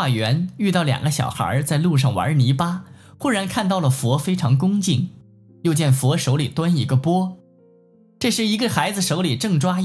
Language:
Chinese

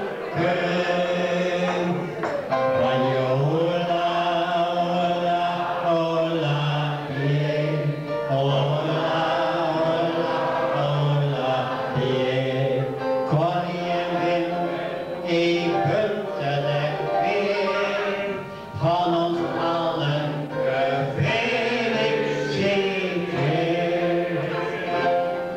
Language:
Dutch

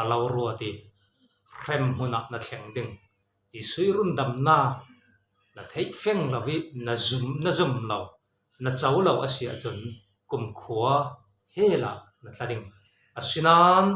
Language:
Falam Chin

